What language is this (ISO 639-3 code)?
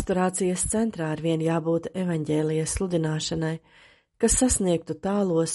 lav